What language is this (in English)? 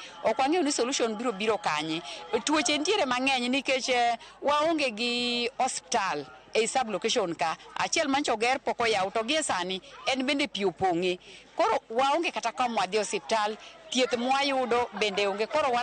Luo (Kenya and Tanzania)